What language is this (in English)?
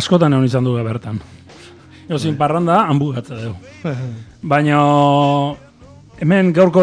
Basque